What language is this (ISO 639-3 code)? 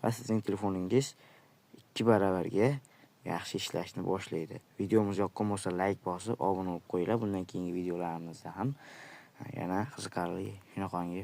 uzb